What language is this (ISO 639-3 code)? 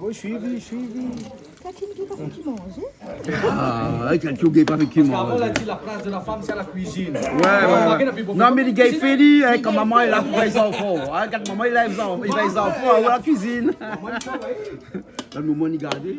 rcf